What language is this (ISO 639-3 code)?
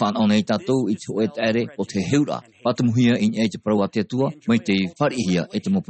tah